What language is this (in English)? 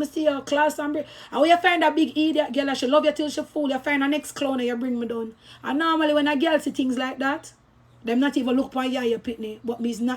Jamaican Creole English